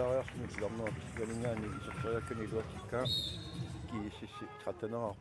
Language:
Kalaallisut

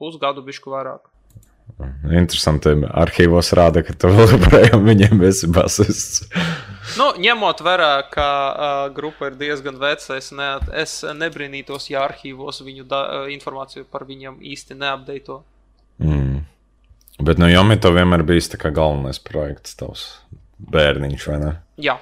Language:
Latvian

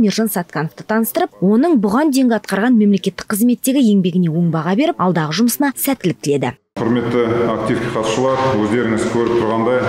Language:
Kazakh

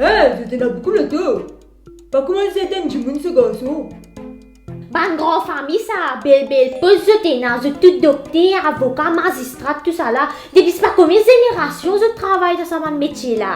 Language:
Morisyen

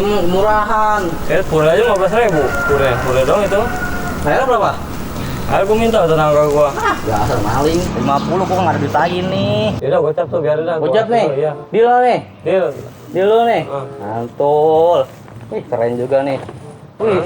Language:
Betawi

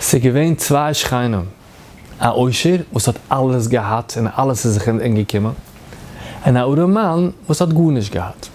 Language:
Yiddish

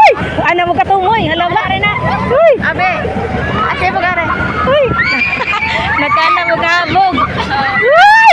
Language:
Cebuano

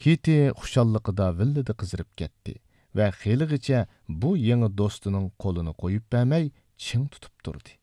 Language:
Uyghur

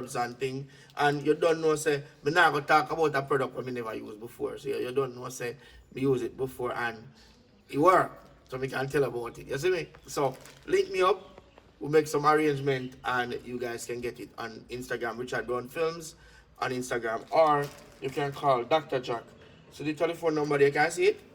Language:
Jamaican Creole English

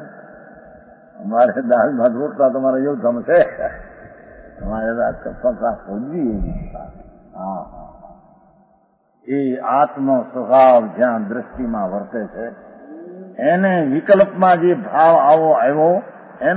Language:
Gujarati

